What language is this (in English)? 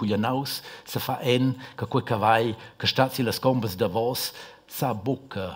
Romansh